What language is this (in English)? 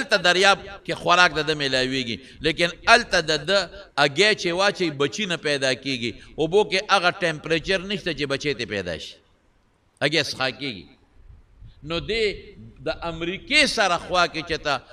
Pashto